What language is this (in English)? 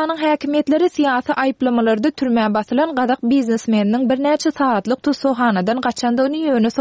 Turkmen